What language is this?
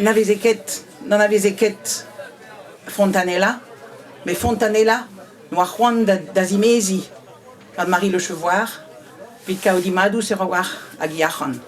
Breton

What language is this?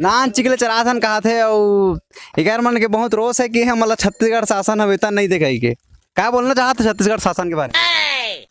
Chhattisgarhi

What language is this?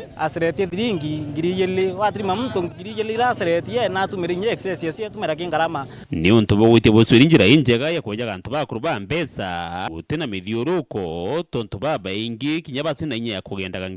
Meru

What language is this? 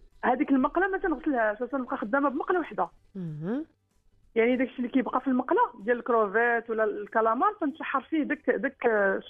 Moroccan Arabic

